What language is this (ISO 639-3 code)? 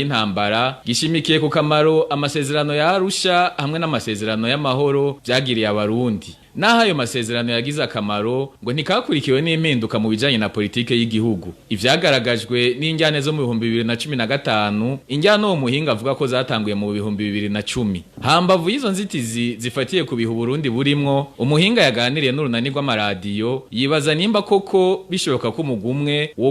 run